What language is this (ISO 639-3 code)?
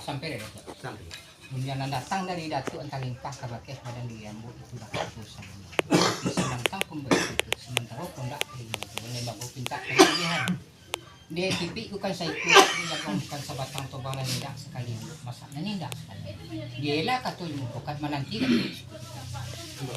min